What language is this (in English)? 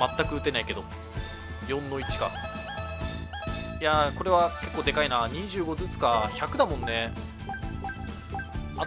Japanese